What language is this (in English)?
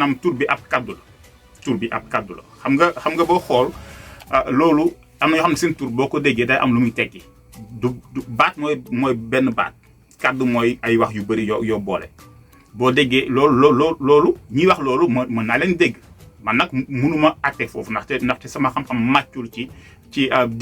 Wolof